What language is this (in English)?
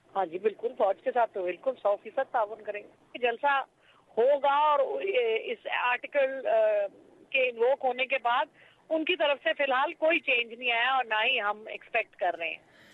Urdu